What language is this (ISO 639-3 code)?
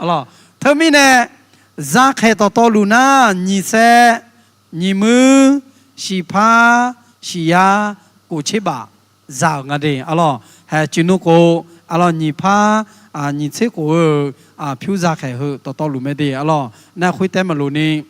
ahk